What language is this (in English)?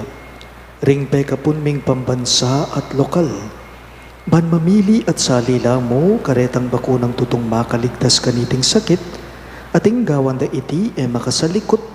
Pampanga